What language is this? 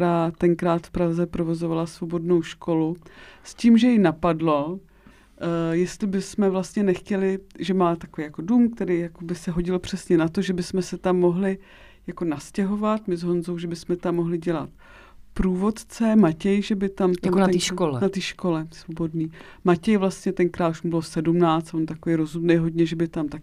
Czech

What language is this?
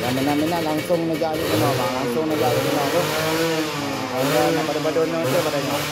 Achinese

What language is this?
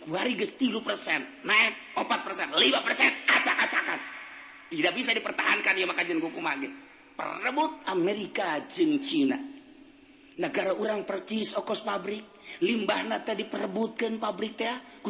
Sundanese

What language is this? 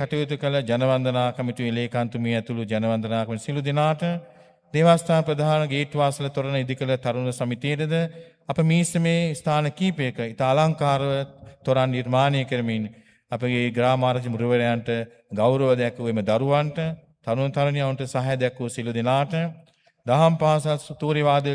Sinhala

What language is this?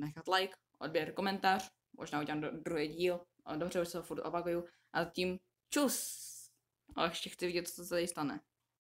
Czech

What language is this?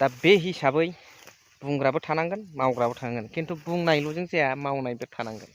Bodo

